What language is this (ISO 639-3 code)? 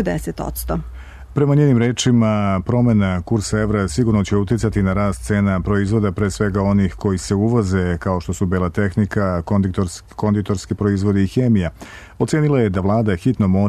srp